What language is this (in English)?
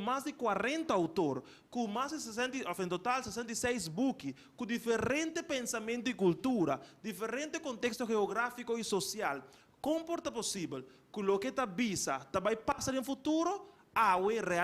Papiamento